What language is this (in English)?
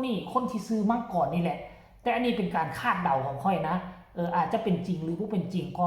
Northeastern Thai